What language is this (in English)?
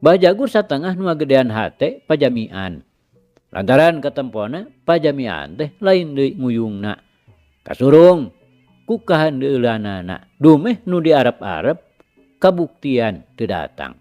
Sundanese